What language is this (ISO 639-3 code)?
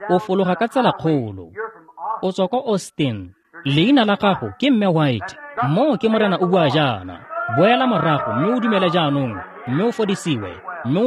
tsn